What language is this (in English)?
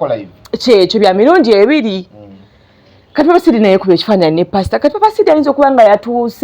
Ganda